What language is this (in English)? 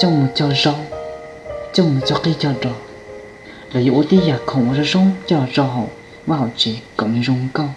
Hmong